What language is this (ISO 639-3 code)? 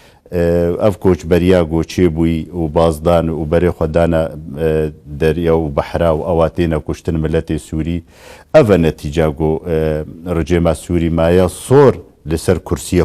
kur